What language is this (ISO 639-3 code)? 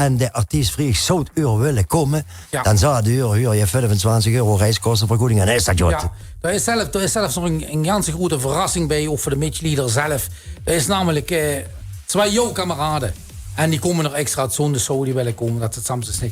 lim